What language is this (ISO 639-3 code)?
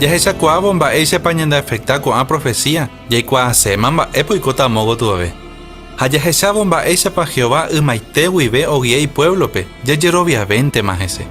grn